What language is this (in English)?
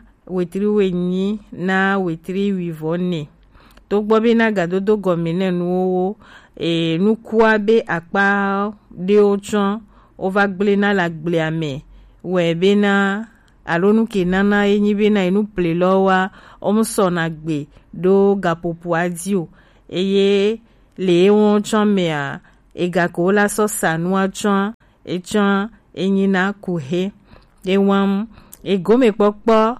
Gen